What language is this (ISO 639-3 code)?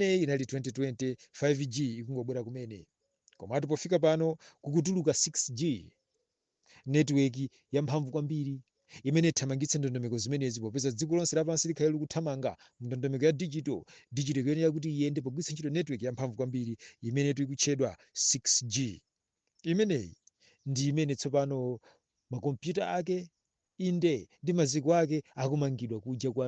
nya